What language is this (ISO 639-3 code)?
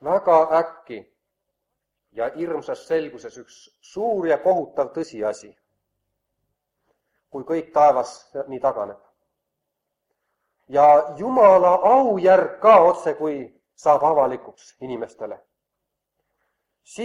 est